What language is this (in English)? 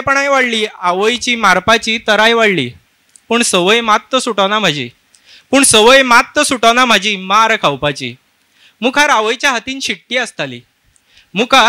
Konkani